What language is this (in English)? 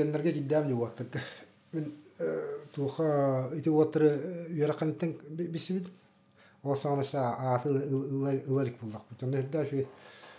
Yakut